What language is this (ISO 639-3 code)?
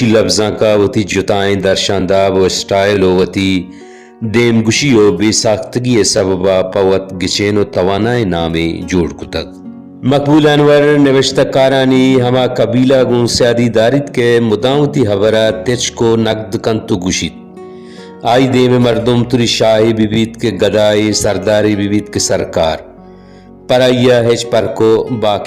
bal